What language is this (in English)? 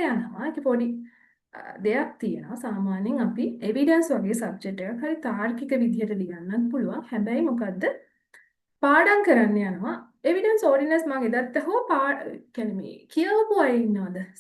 Sinhala